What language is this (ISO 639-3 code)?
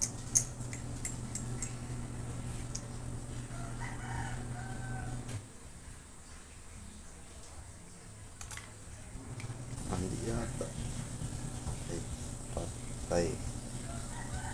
fil